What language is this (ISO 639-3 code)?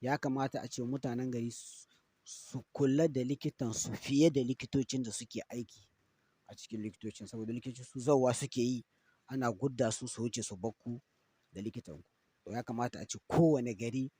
hau